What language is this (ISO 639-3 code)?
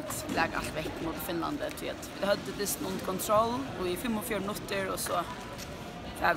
fao